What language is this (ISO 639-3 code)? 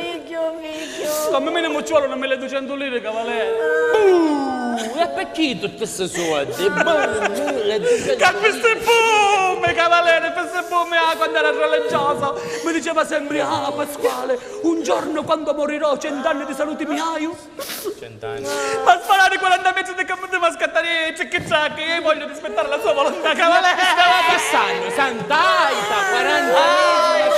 scn